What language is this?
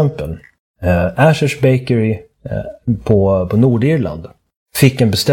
Swedish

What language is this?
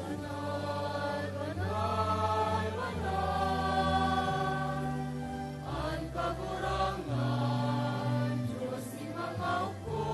Bikol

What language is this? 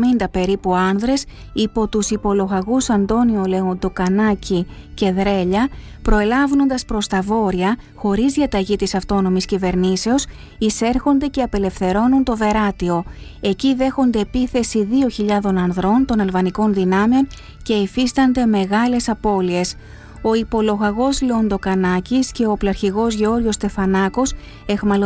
Greek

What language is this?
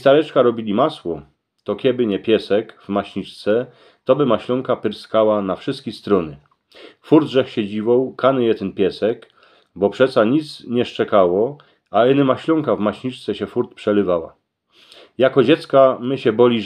Silesian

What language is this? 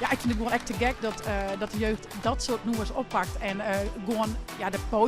Western Frisian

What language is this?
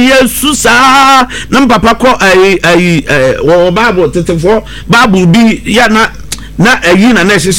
Akan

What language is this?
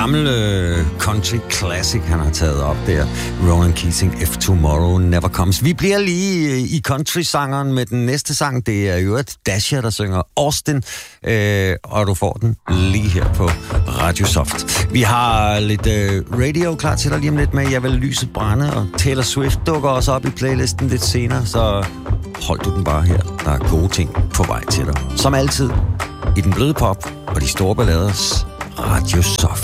Danish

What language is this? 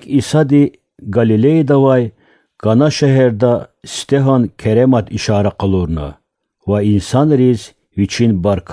Lezghian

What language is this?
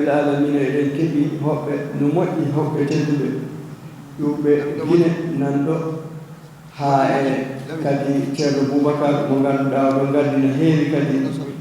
Fula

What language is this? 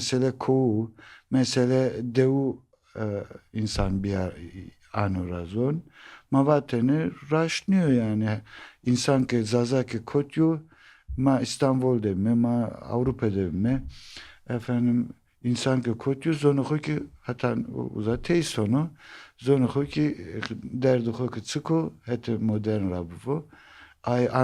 Zaza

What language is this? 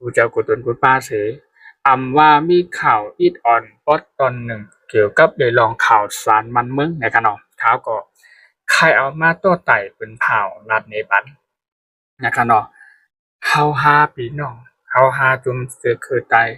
Shan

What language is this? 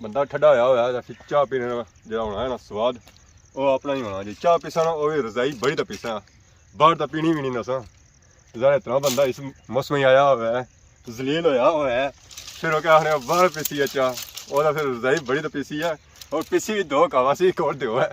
Pahari-Potwari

